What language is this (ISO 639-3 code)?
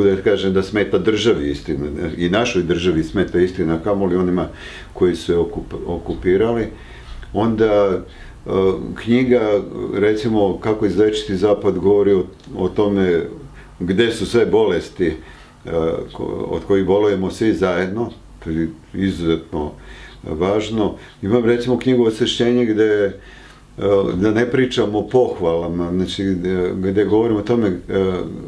srp